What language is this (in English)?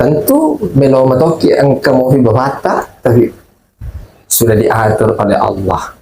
Buginese